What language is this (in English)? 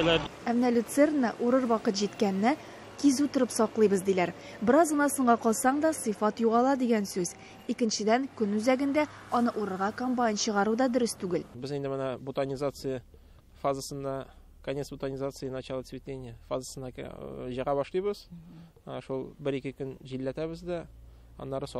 Tatar